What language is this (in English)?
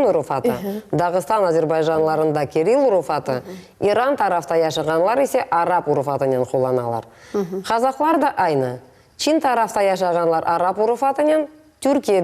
Crimean Tatar